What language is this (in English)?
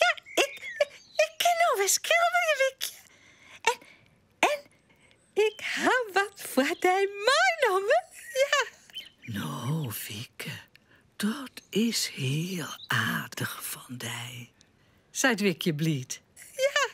Western Frisian